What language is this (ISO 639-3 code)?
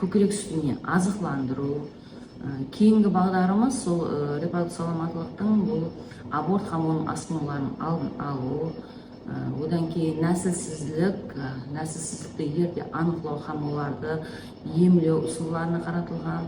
kaa